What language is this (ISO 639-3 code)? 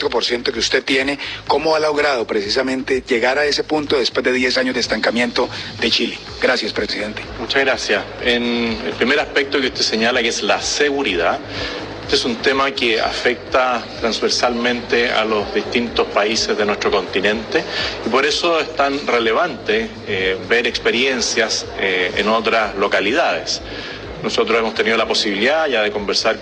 spa